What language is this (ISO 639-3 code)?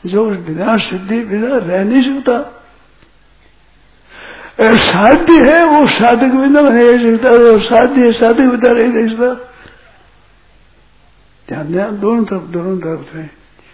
hin